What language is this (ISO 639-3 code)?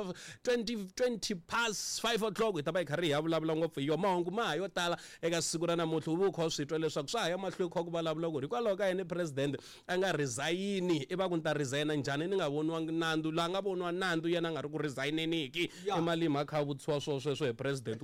tso